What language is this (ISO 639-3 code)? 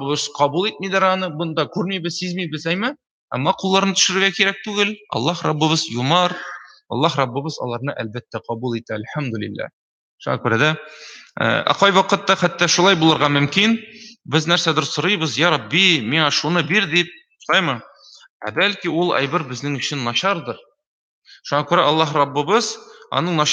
tat